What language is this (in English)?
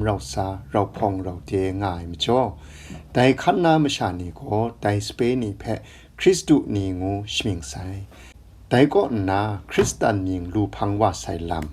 Kachin